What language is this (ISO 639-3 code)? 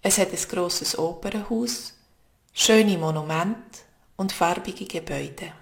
gsw